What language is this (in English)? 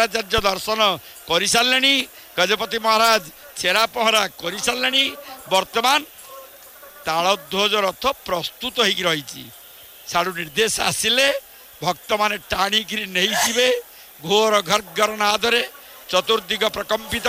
Odia